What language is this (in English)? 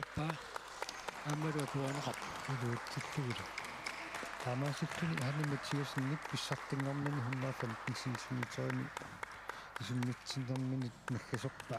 Kalaallisut